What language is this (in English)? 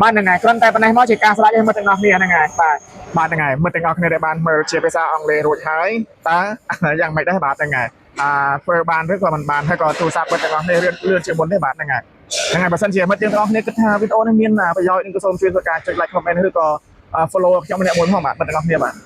Khmer